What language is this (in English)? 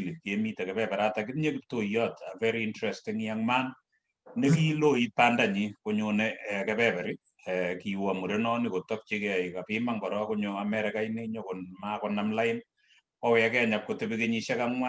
Kalenjin